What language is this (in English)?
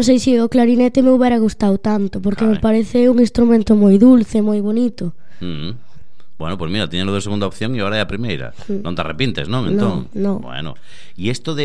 Galician